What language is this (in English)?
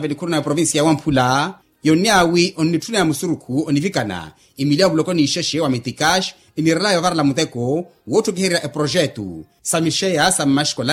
Makhuwa